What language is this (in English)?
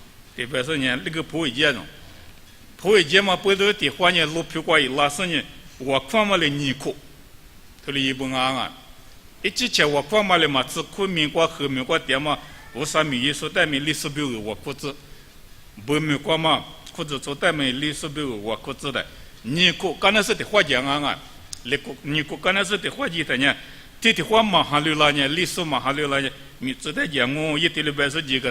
Lisu